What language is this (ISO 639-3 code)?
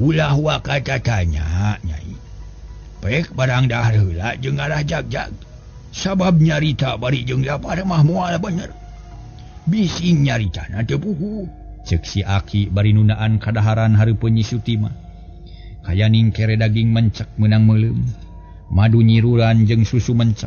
sun